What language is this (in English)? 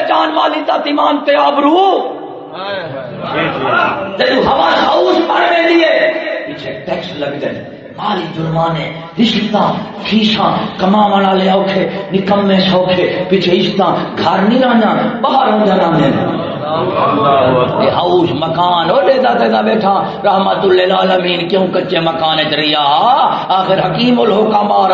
Saraiki